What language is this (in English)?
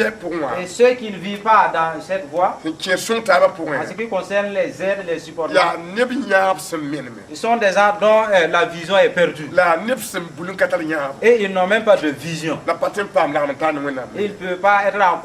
Mossi